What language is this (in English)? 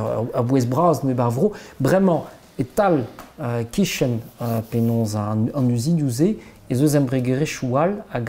Breton